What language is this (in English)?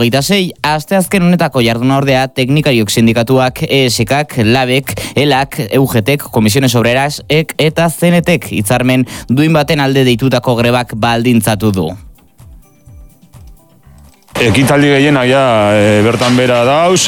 Basque